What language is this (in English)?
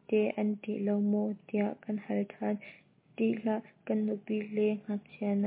Hakha Chin